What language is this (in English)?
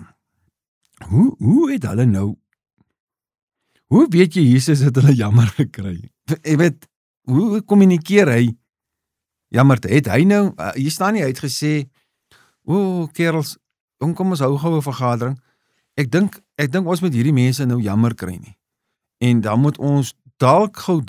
Afrikaans